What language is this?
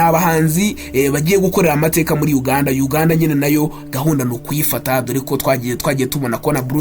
Kinyarwanda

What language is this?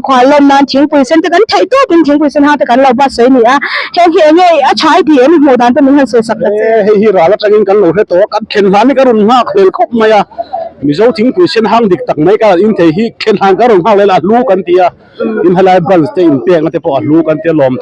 Mizo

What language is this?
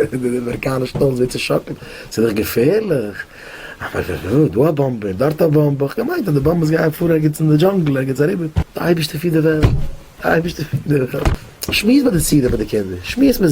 Yiddish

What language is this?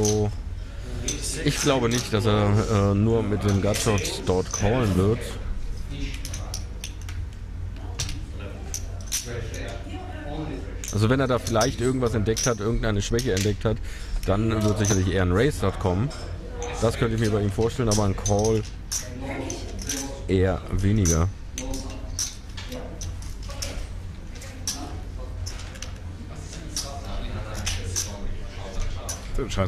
German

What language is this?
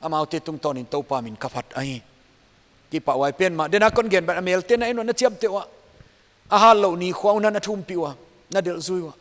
Paite Chin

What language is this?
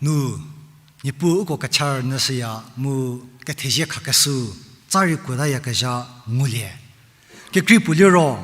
Angami Naga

